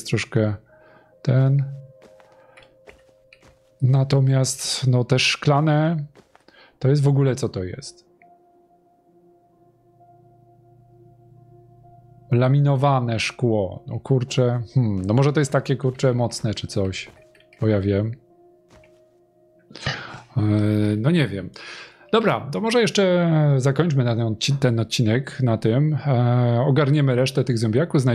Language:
Polish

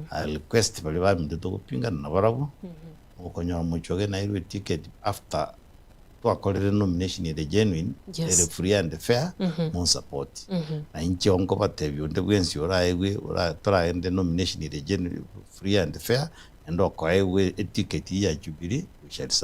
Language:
Gusii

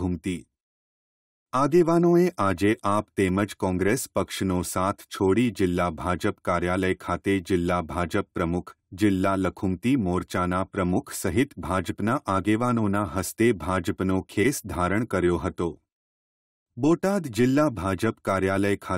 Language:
Gujarati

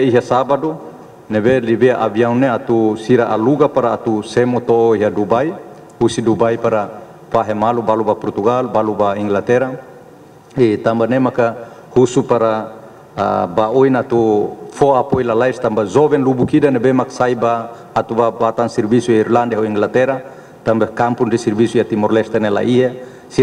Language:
Tetum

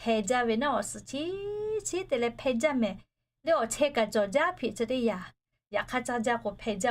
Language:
Lahu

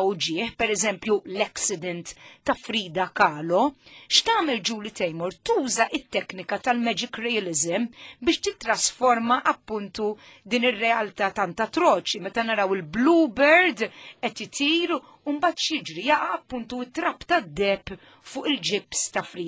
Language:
Maltese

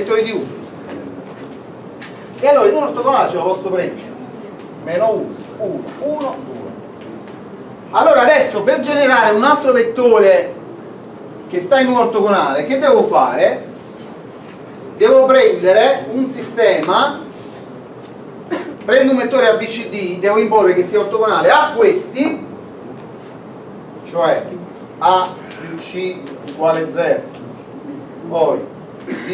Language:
Italian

